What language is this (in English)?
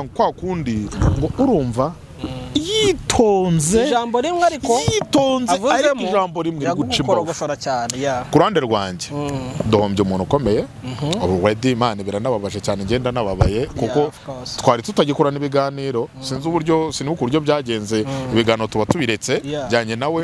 Kinyarwanda